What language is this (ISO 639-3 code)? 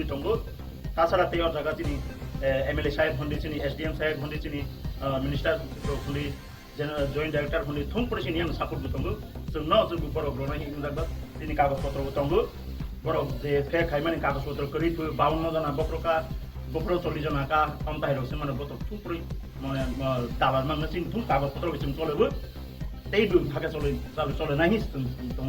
ria